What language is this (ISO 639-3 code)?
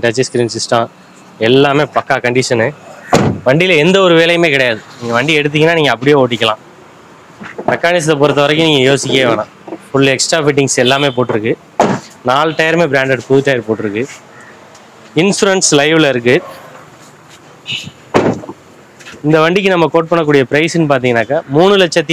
tam